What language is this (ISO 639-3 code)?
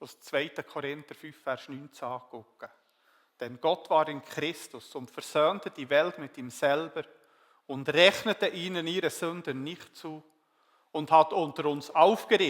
gsw